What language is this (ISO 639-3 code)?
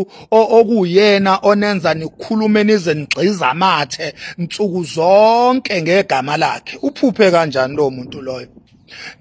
zul